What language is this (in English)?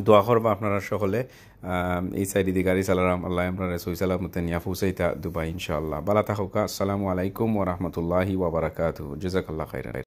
Sylheti